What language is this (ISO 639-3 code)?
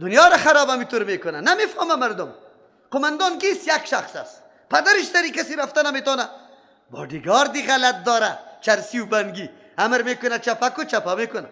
fas